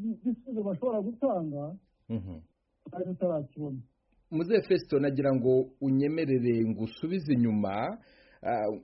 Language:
Kinyarwanda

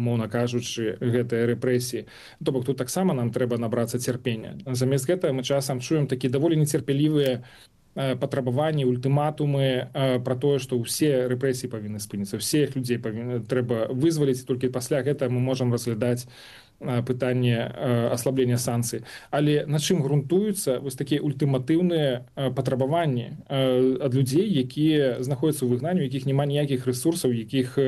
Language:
Belarusian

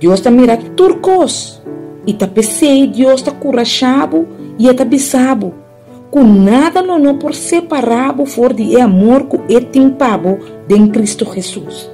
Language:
Papiamento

